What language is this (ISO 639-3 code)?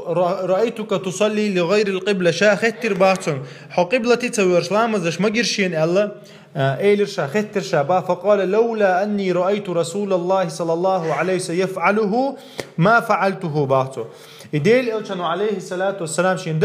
che